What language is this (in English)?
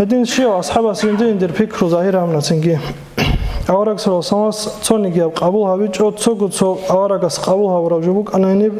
Avaric